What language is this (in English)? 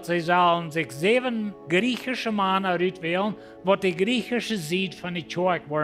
Plautdietsch